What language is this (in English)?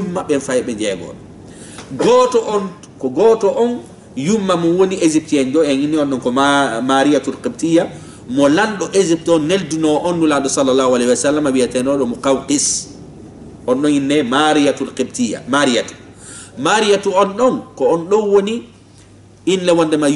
Fula